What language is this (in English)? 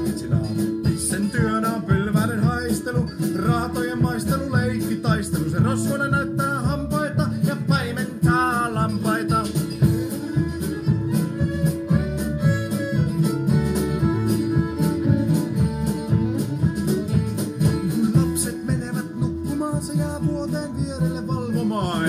Finnish